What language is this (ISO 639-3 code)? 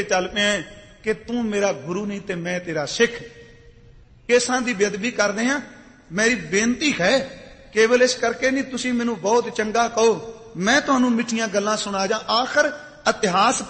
pan